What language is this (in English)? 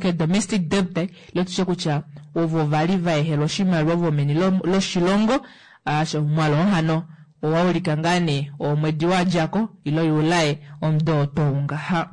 Kuanyama